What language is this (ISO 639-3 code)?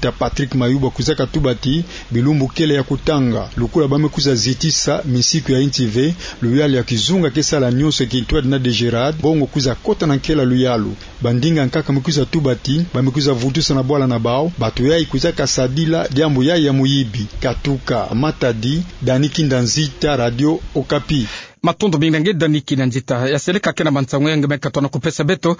ktu